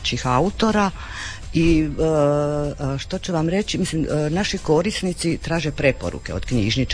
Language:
Croatian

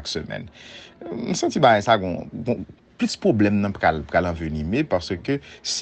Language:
Haitian Creole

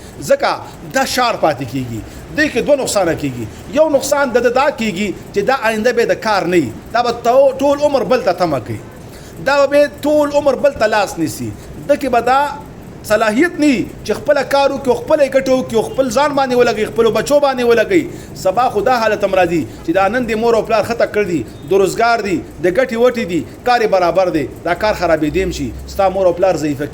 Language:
Pashto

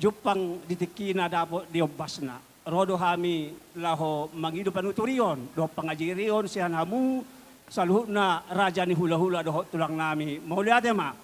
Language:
Batak Toba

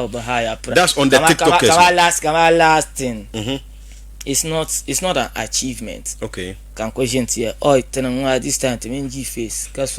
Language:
Dagbani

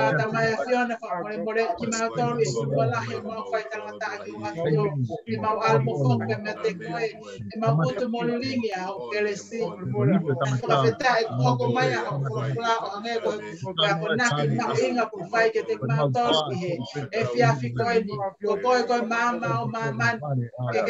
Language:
Tongan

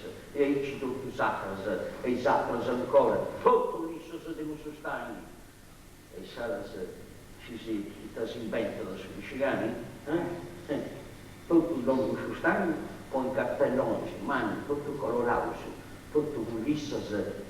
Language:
Sardinian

